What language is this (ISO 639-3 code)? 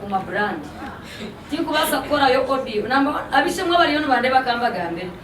nyn